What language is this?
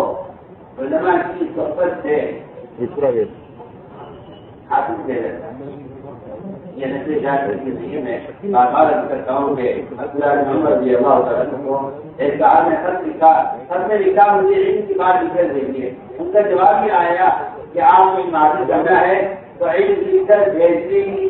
Urdu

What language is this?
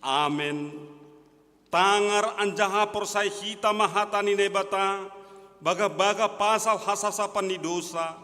Batak Simalungun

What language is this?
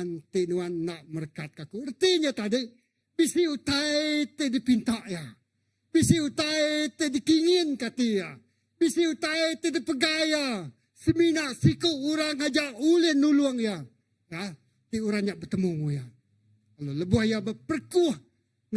Iban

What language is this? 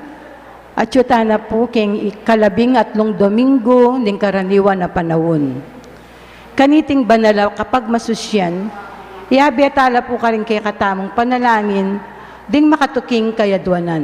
Pampanga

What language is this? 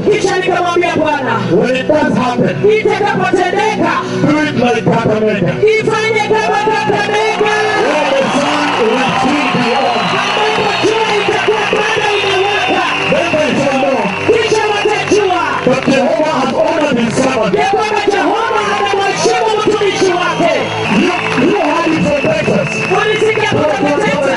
Swahili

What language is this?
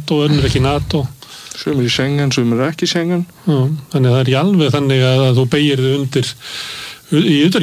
Icelandic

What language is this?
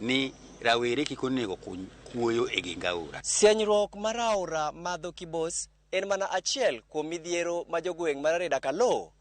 Luo (Kenya and Tanzania)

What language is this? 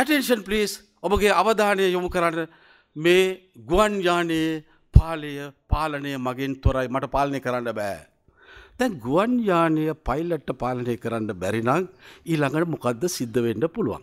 Sinhala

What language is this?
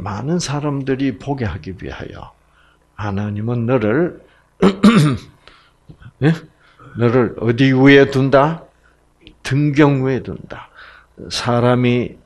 Korean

